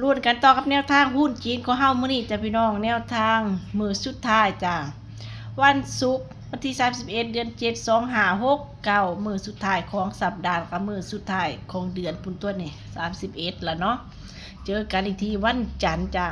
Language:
Northeastern Thai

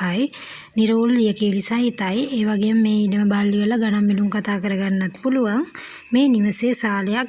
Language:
Sinhala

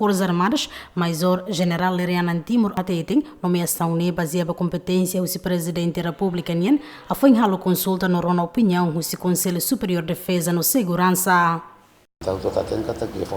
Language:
Tetum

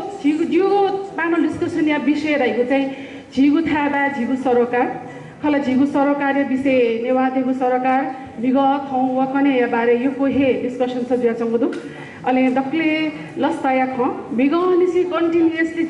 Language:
Newari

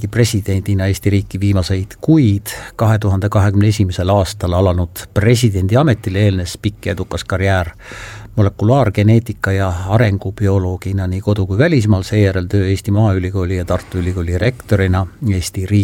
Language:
Estonian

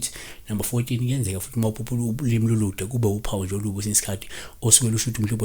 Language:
Zulu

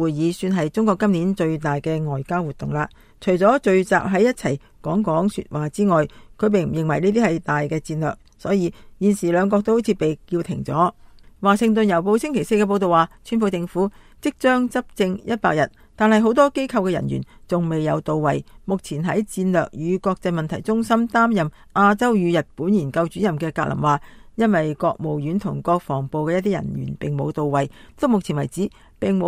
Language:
Cantonese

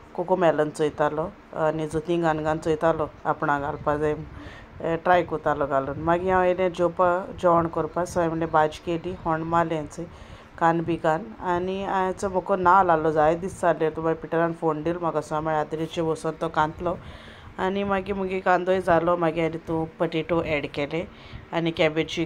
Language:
Konkani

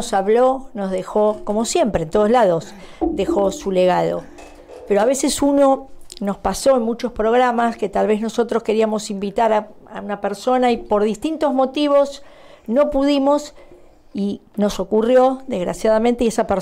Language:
Spanish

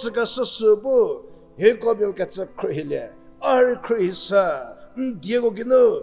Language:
Angami Naga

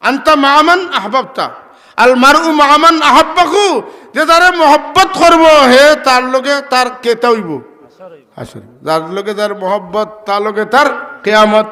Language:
Sylheti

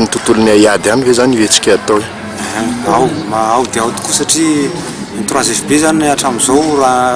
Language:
Malagasy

